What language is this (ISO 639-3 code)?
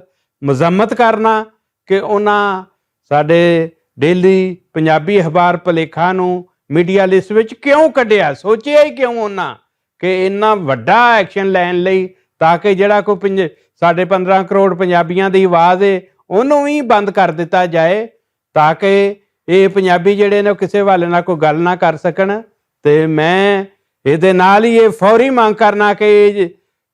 lah